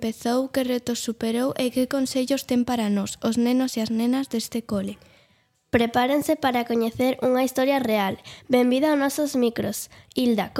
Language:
Galician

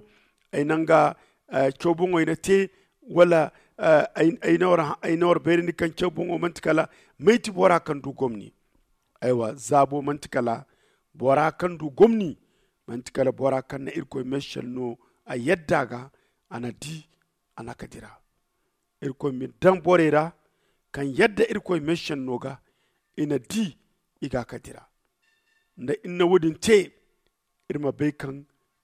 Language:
Zarma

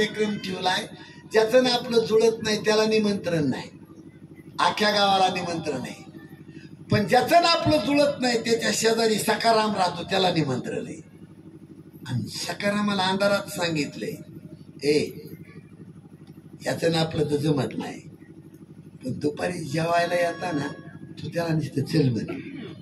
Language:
Marathi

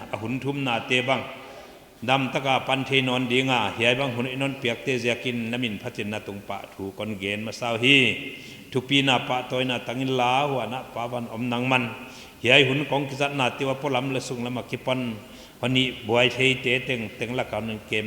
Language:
Paite Chin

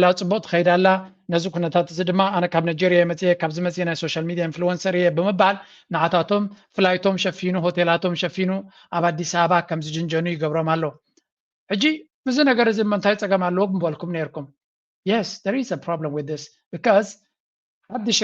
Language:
Tigrinya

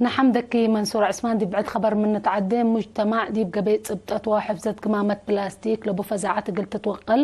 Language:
Tigre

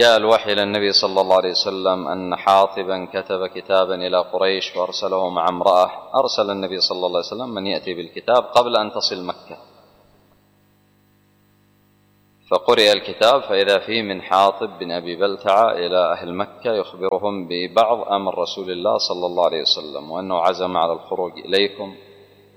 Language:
Arabic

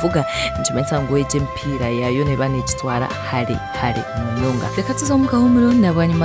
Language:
Nyankole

